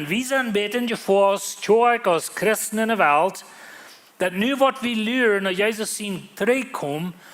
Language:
Plautdietsch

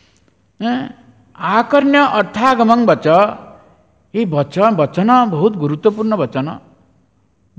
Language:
Odia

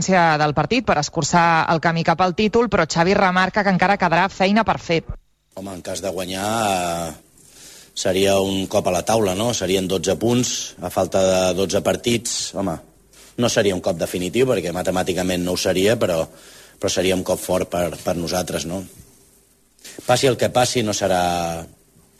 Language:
Catalan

